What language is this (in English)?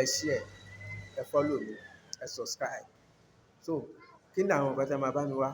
Yoruba